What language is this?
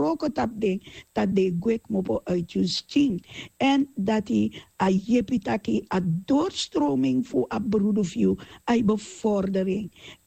Sranan Tongo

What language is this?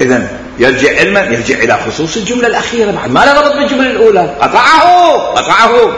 Mesopotamian Arabic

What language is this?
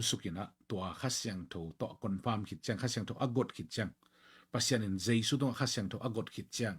Tedim Chin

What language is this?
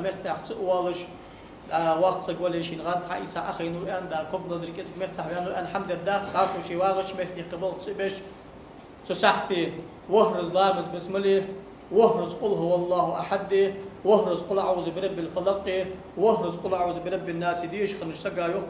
Ingush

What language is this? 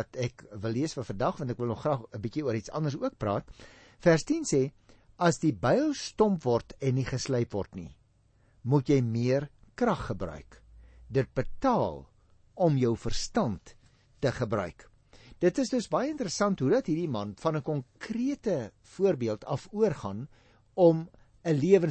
Afrikaans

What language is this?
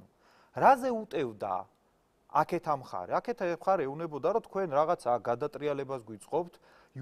Georgian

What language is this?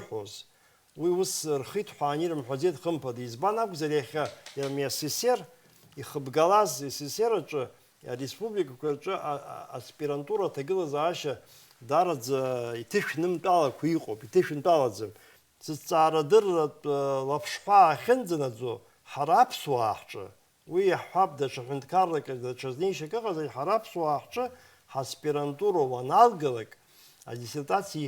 Abkhazian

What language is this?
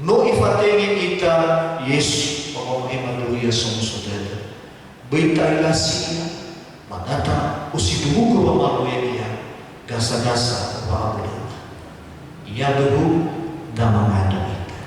Nias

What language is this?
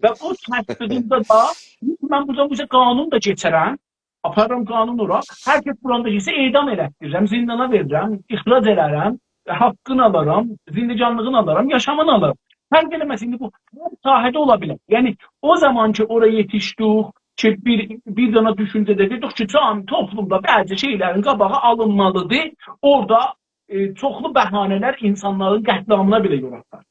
South Azerbaijani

